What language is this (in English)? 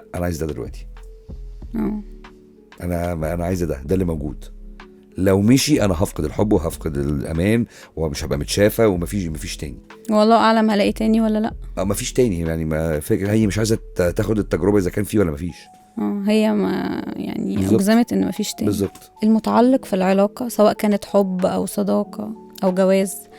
Egyptian Arabic